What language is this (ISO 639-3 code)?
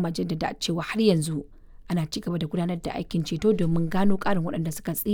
hau